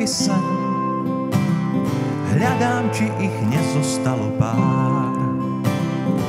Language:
Slovak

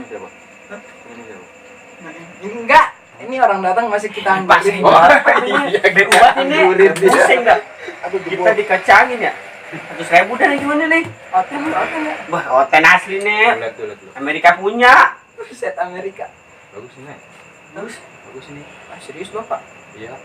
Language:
Betawi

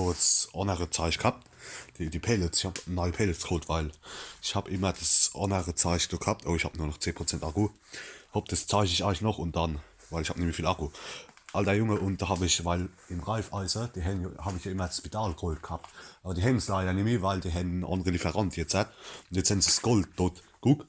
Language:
Palatine German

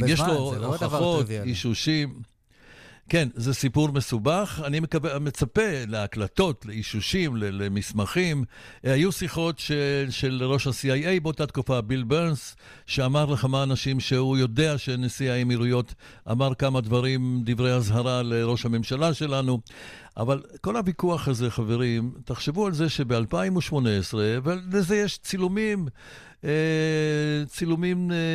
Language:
Hebrew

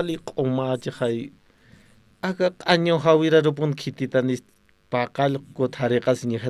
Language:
Aymara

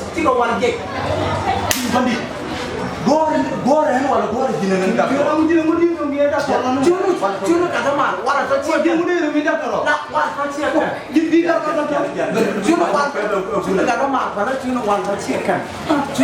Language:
Nuer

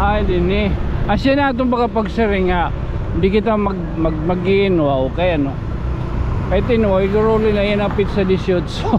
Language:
Waray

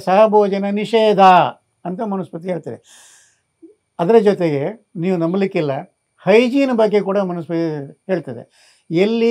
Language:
Kannada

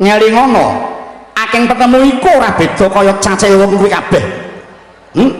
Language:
Javanese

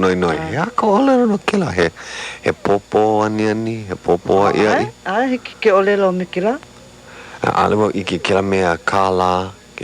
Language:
Hawaiian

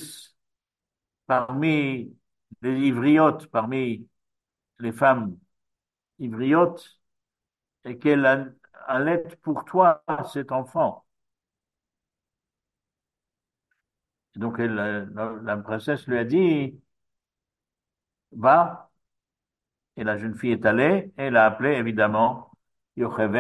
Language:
French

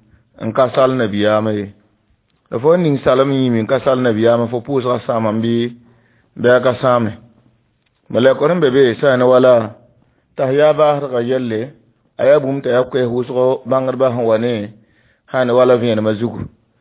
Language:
Mossi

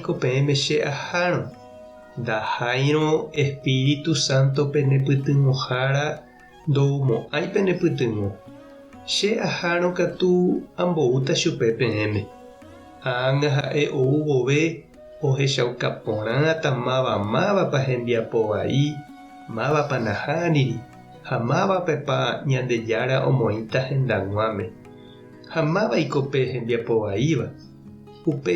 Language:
Guarani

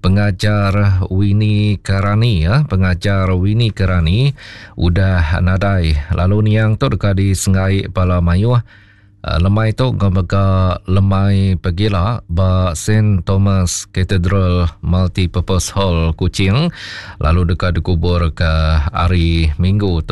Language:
Iban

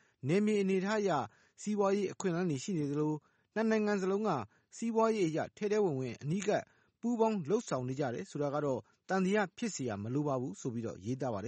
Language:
Burmese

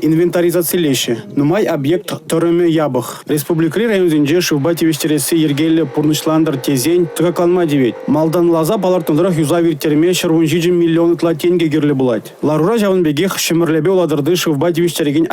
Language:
Chuvash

